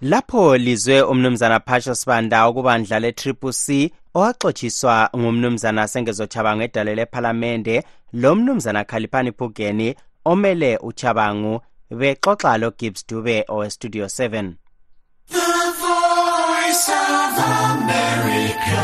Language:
North Ndebele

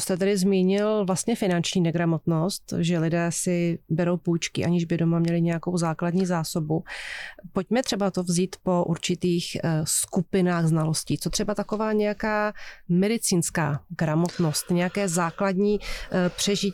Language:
Czech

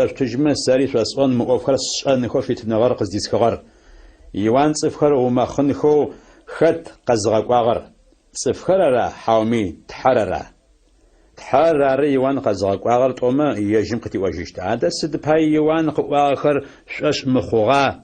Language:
Adyghe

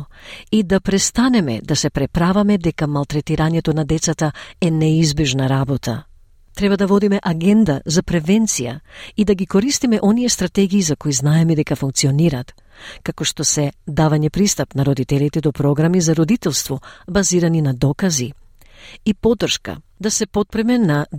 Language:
Macedonian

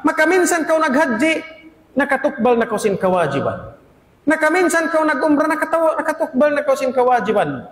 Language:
Tausug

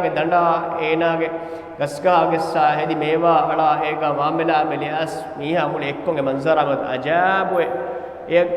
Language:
Divehi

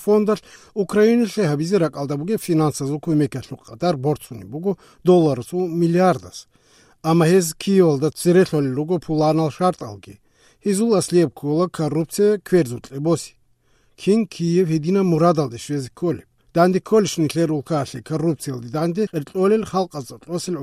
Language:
Avaric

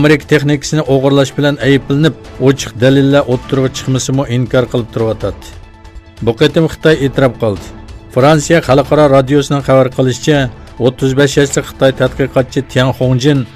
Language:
Uyghur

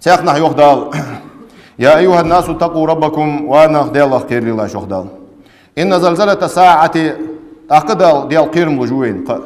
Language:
Ingush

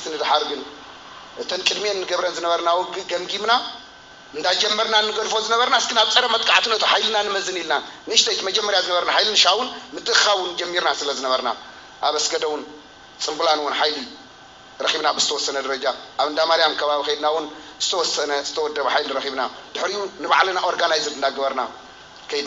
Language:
Tigrinya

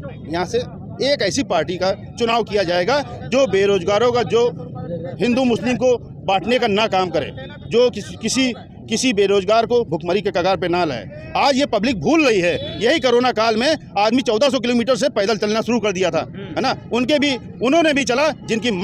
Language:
Hindi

